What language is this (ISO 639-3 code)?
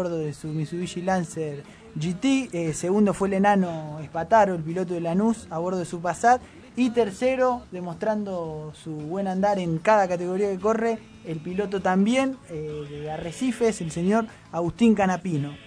spa